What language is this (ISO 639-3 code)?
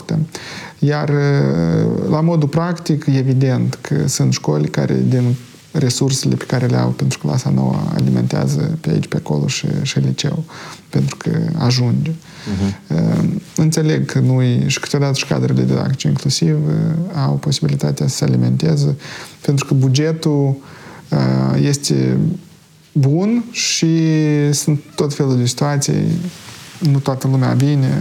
ron